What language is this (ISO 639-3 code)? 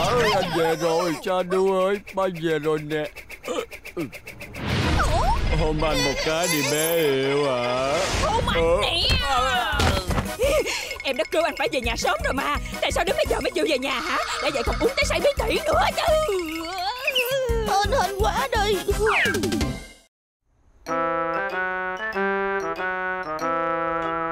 vie